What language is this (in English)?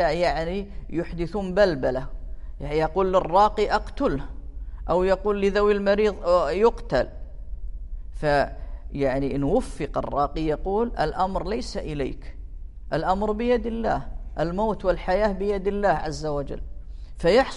Arabic